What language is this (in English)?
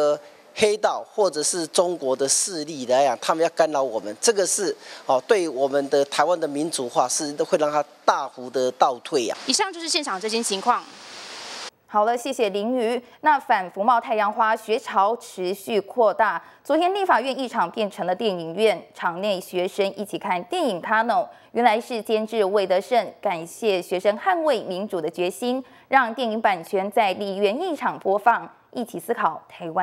Chinese